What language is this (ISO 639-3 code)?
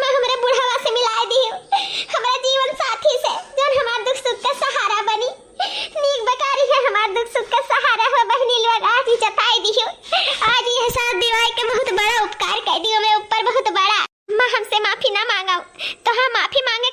awa